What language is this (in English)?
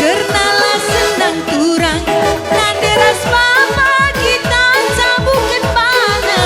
Batak Karo